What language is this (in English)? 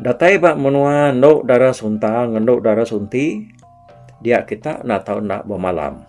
Iban